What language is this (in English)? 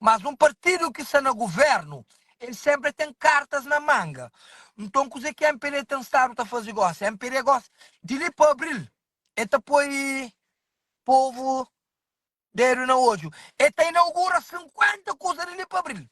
Kabuverdianu